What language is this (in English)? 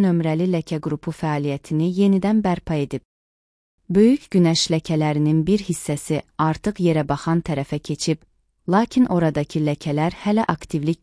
Azerbaijani